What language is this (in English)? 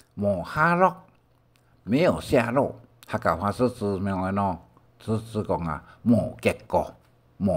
Hakka Chinese